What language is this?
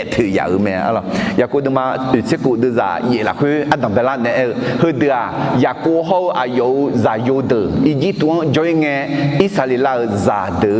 Akha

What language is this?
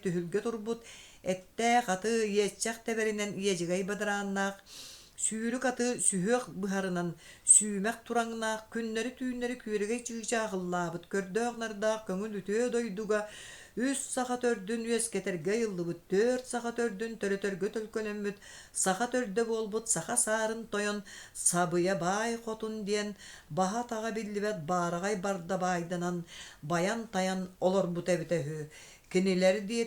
Yakut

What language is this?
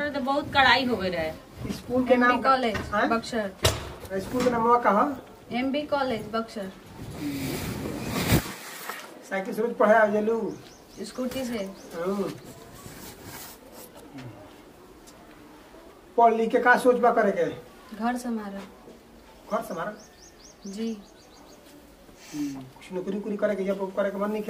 Bhojpuri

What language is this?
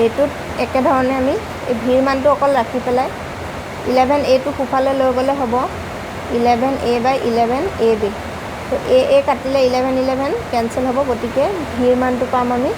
Assamese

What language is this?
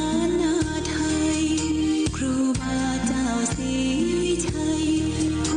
Pali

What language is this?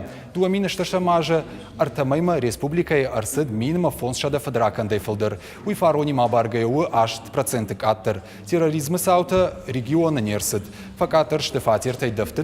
Ossetic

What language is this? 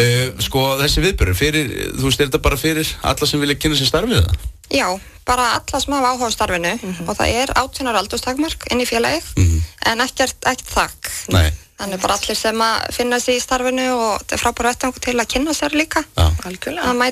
Icelandic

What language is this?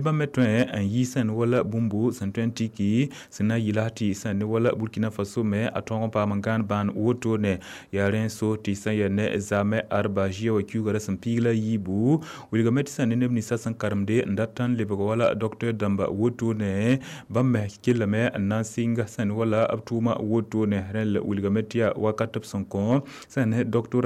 Mossi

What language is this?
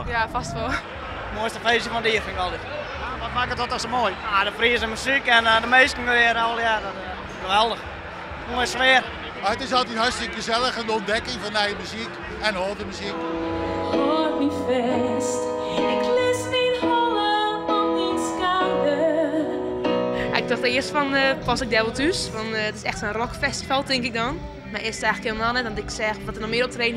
Western Frisian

